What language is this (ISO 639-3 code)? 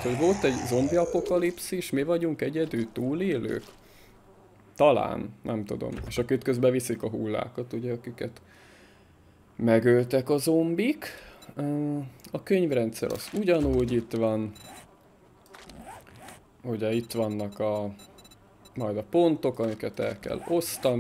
hun